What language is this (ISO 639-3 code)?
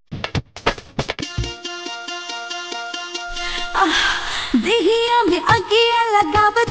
bho